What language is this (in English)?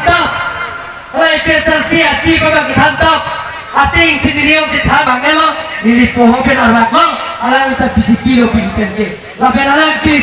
Karbi